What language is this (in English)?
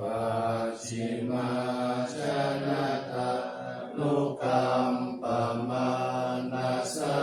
Pali